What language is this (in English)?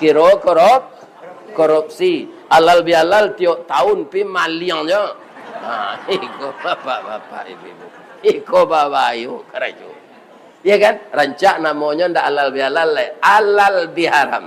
Minangkabau